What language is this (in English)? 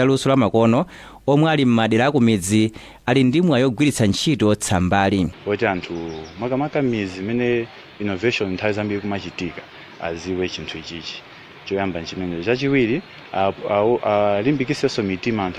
Nyanja